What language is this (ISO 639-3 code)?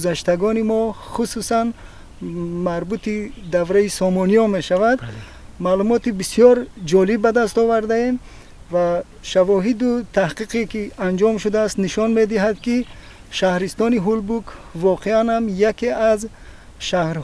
tgk